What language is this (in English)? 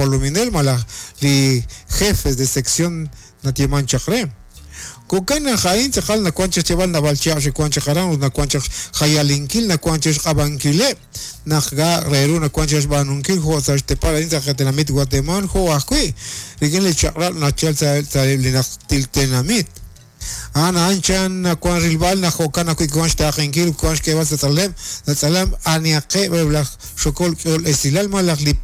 Kekchí